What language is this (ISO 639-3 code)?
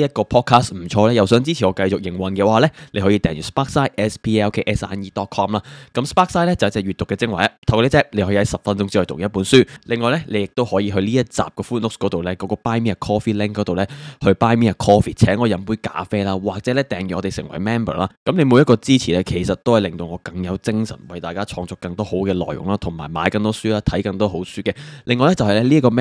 yue